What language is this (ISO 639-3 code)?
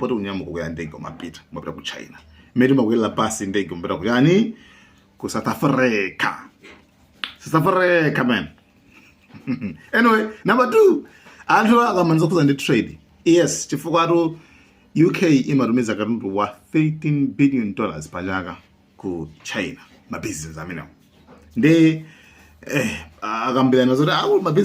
nya